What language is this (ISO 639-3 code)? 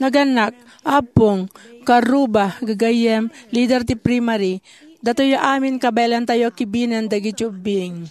ilo